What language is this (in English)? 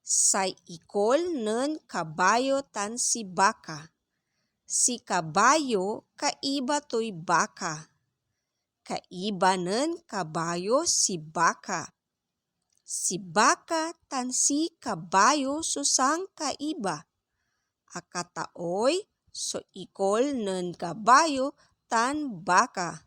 Pangasinan